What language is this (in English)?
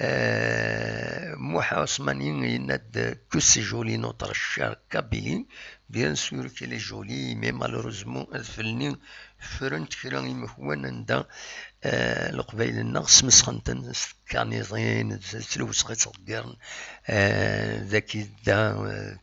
Kabyle